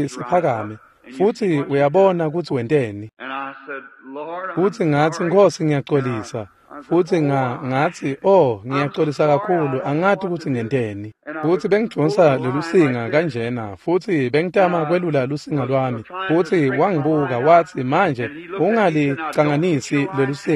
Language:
Swati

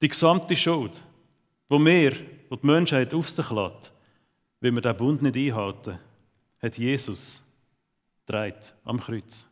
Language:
Swiss German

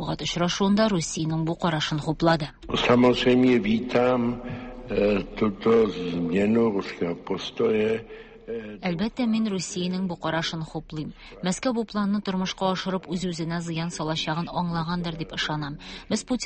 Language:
Tatar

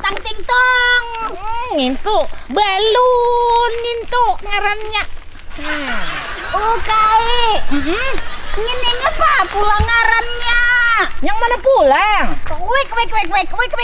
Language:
Banjar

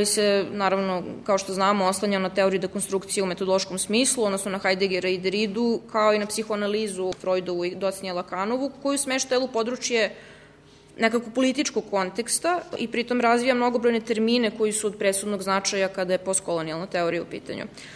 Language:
Serbian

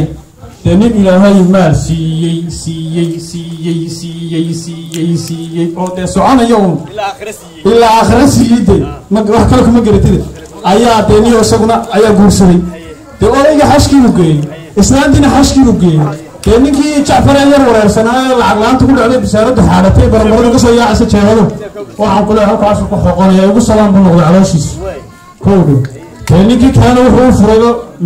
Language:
Somali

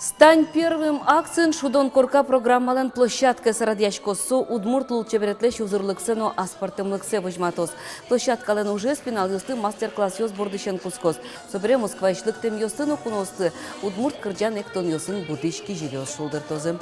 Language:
Udmurt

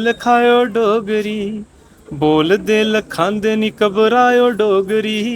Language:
Dogri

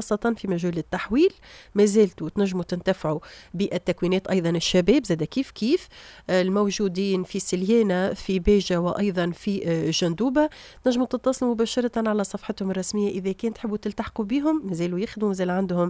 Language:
Tunisian Arabic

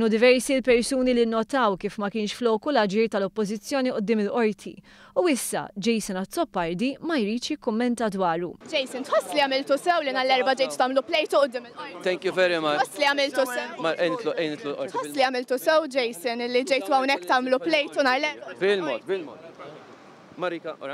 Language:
Maltese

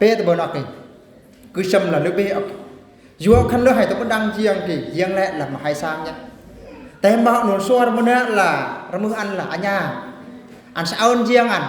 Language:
Eastern Bru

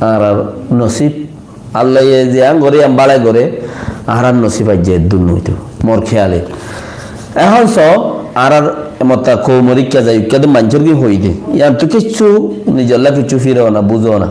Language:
Rohingya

